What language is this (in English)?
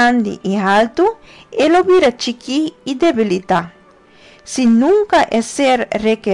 Papiamento